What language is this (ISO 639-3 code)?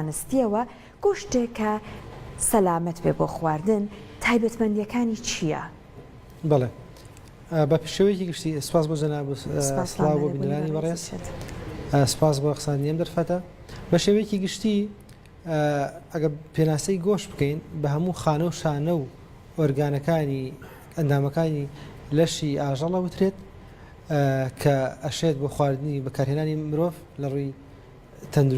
ckb